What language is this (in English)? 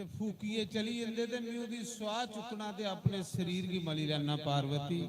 Dogri